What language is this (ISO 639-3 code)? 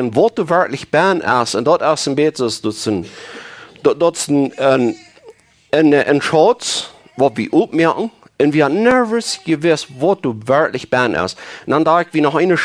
pdt